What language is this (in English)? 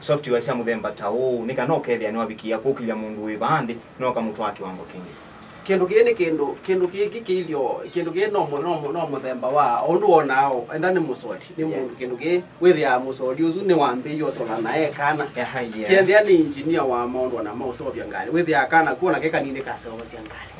Kamba